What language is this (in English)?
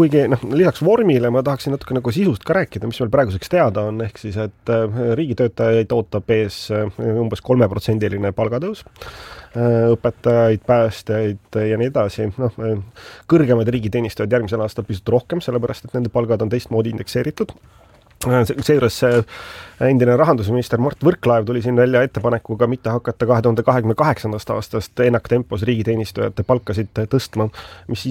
Estonian